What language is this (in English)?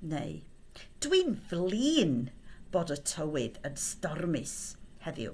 Welsh